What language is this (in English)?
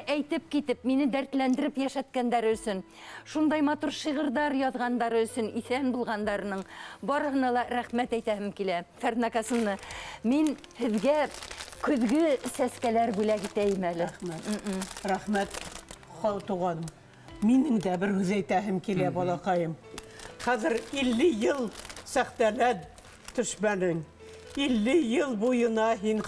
Bashkir